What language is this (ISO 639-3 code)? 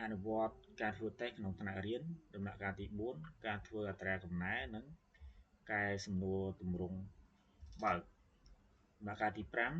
khm